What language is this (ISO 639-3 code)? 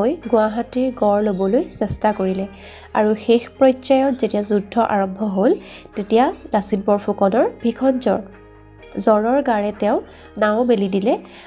asm